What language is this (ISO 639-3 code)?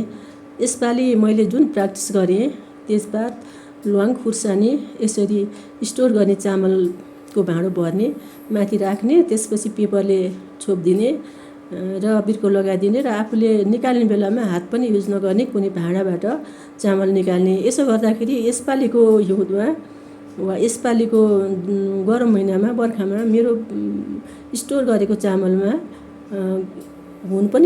nep